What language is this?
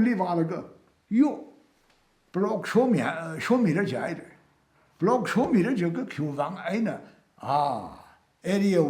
Tangkhul Naga (India)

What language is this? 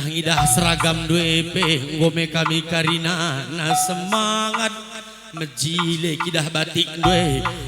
Batak Karo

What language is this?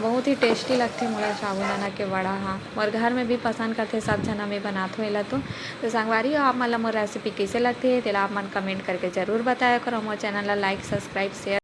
Chhattisgarhi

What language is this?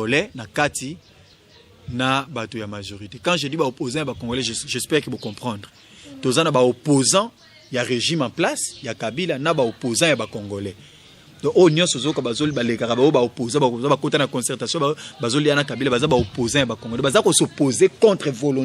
Lingala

